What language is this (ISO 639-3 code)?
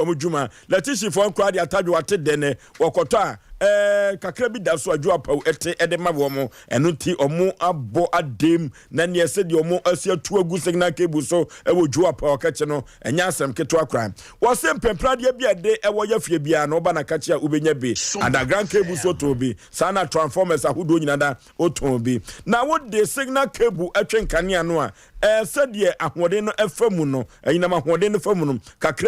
aka